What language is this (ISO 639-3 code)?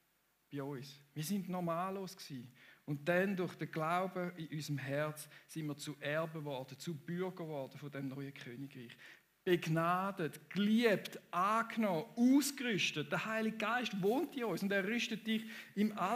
gsw